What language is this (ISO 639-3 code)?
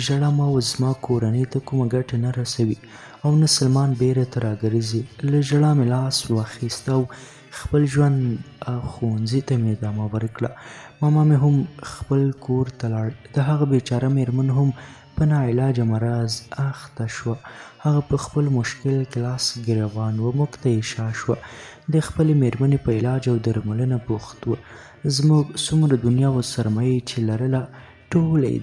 pus